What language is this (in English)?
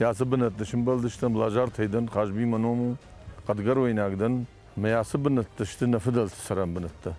Ossetic